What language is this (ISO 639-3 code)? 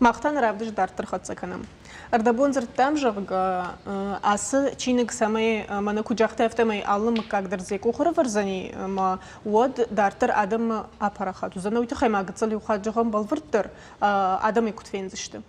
oss